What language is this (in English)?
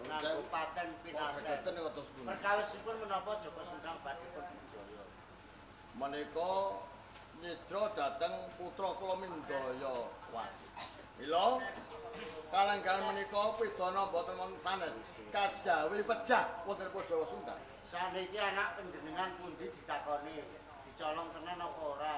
Javanese